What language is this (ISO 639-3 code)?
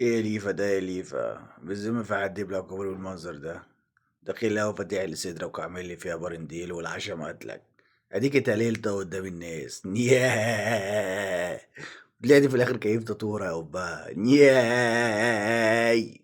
arz